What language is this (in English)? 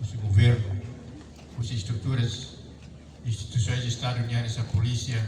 Tetum